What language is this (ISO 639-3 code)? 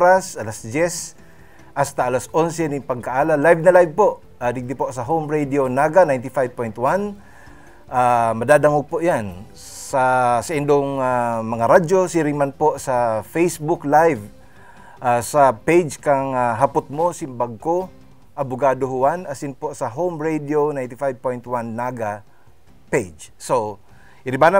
bik